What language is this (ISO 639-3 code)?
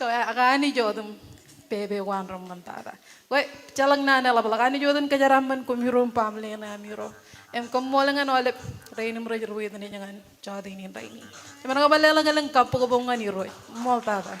mah